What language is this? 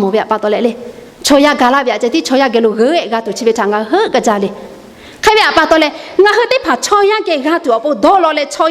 Lahu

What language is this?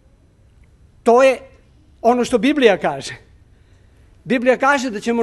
Serbian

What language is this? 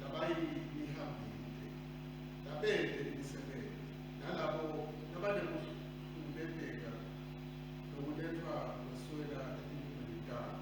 Swati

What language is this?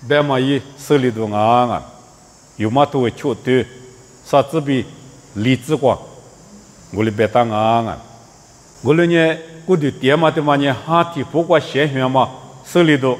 Lisu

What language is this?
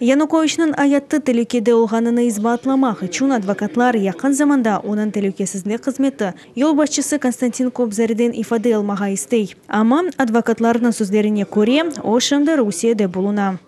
Crimean Tatar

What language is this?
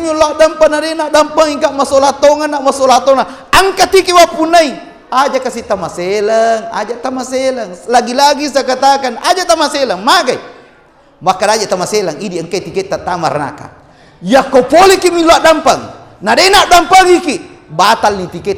Buginese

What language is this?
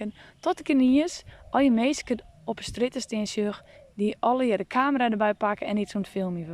Western Frisian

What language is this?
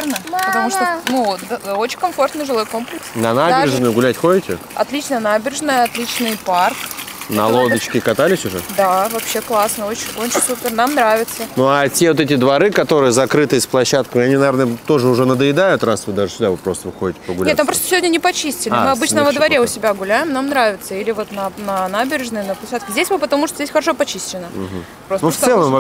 Russian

